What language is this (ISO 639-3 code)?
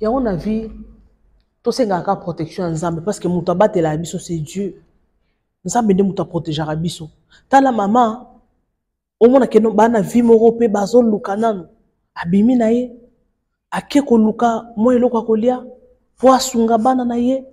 lin